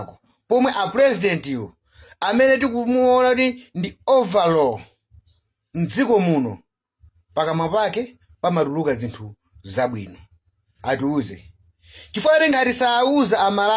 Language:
Nyanja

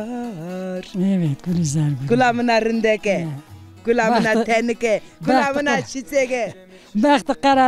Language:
Zaza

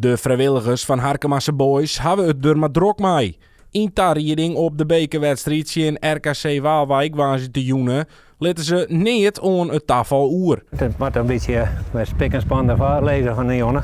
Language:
Western Frisian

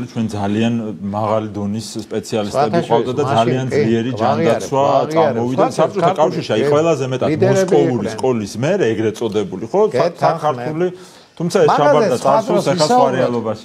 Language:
Georgian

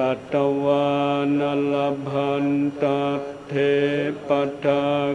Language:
Pali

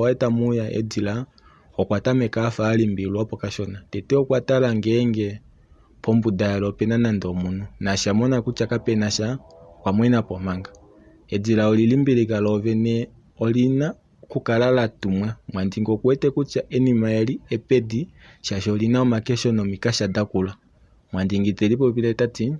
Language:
Kuanyama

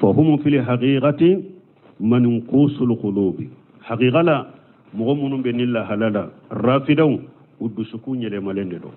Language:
Bambara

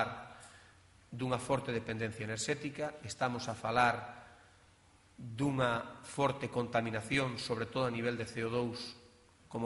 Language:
Galician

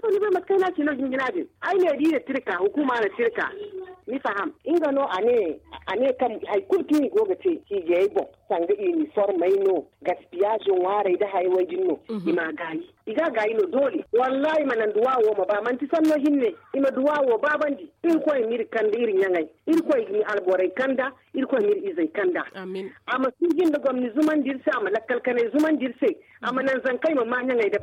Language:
Zarma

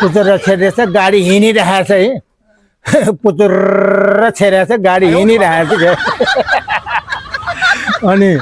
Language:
Nepali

